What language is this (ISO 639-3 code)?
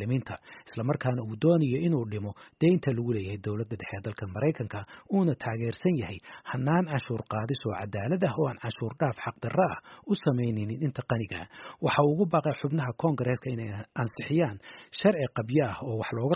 som